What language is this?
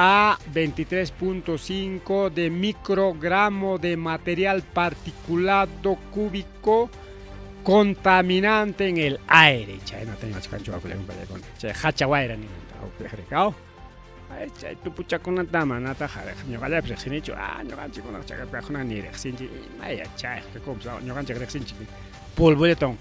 Ayacucho Quechua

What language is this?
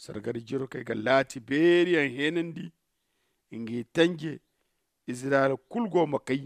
Zarma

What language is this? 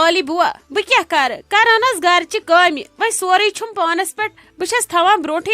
Kashmiri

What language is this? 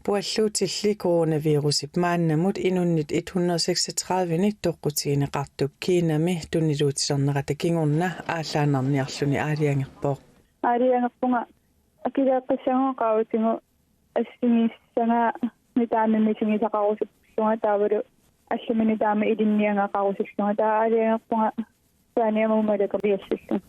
Kalaallisut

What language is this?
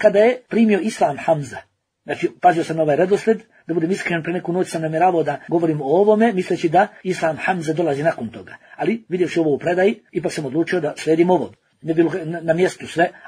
Bosnian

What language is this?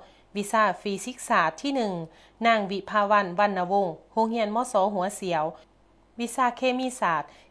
Lao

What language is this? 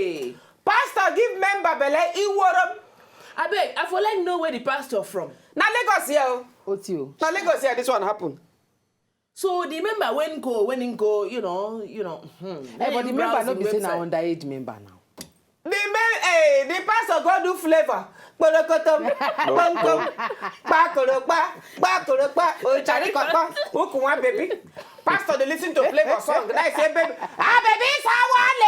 Nigerian Pidgin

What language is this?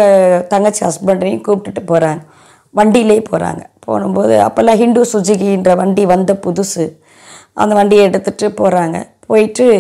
Tamil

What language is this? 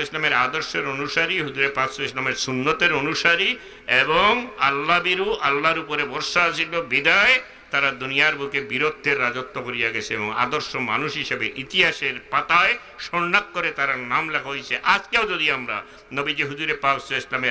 Sylheti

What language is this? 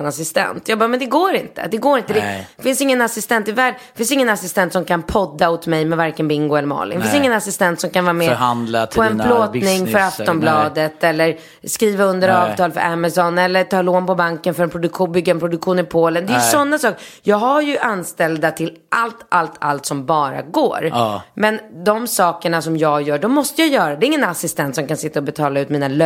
Swedish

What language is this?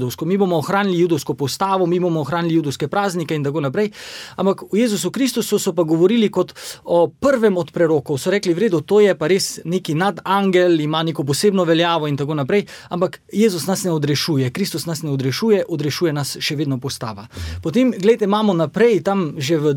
Slovenian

